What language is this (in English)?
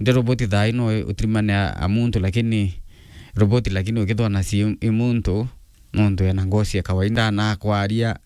Meru